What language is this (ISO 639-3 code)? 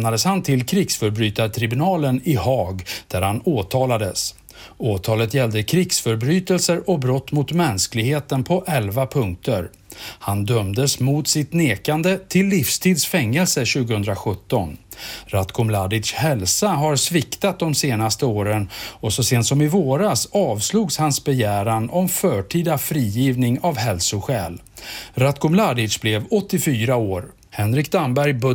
swe